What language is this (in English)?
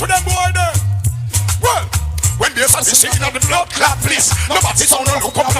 Jamaican Creole English